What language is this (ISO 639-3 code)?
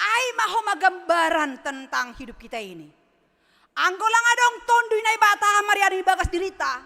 bts